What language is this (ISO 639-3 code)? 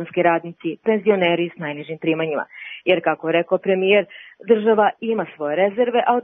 srp